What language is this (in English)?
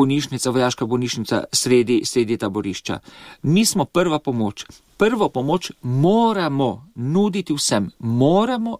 Slovenian